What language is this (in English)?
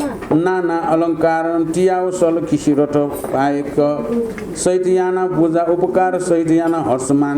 Newari